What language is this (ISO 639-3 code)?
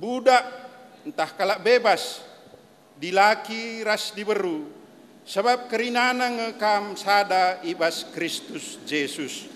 btx